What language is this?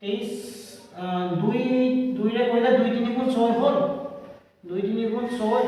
Assamese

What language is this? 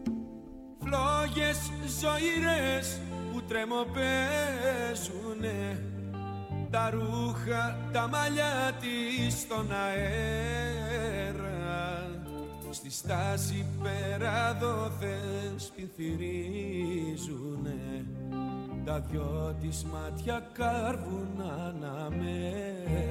Greek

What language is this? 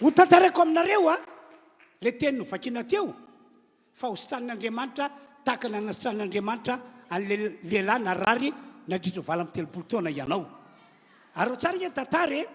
Malagasy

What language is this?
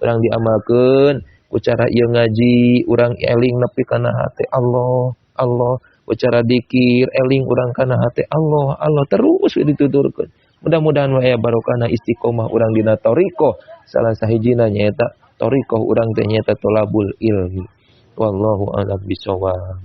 Sundanese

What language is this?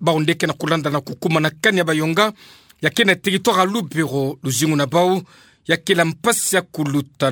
Kituba (Democratic Republic of Congo)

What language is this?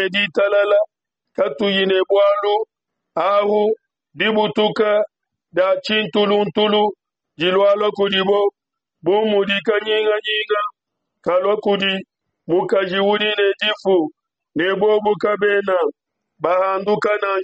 Luba-Lulua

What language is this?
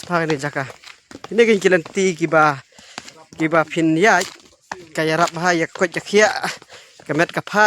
Khasi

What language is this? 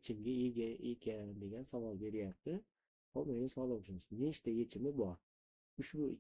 Uzbek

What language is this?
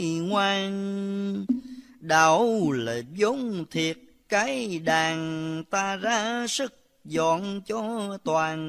Vietnamese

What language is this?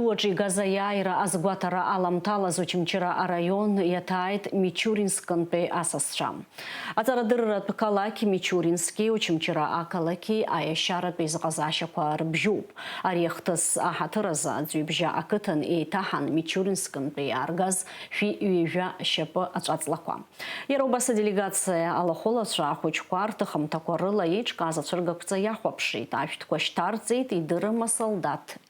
Abkhazian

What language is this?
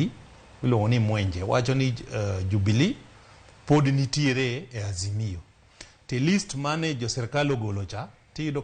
Luo (Kenya and Tanzania)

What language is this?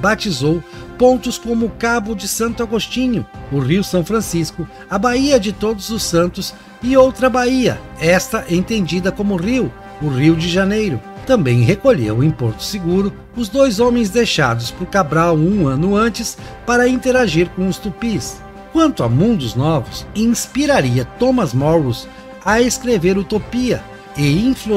Portuguese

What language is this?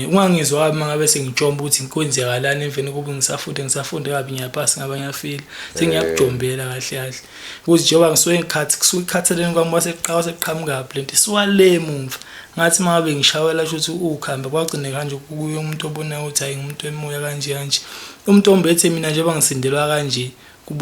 Zulu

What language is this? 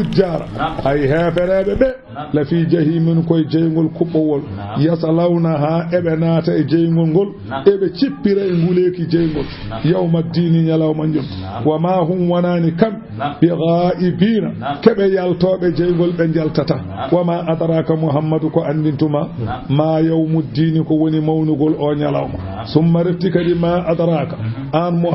Fula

